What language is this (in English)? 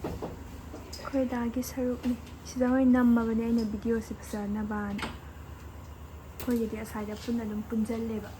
Manipuri